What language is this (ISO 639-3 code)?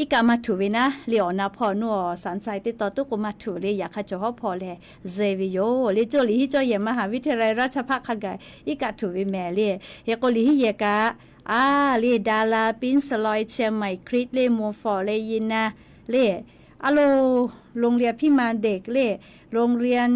lhu